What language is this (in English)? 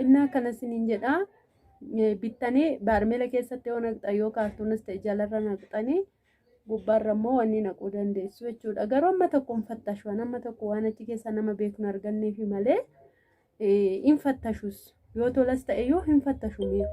Oromo